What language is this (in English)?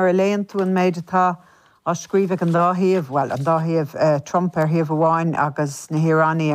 Irish